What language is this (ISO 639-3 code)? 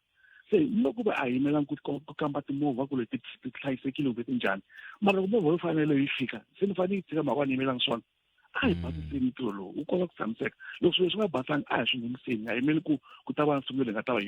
tso